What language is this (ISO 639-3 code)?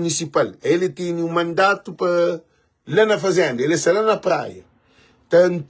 kea